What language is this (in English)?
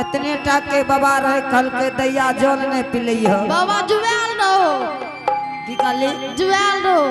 Angika